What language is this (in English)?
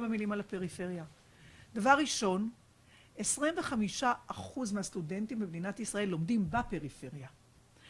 Hebrew